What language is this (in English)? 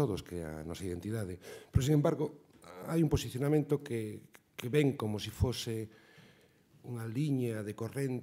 Galician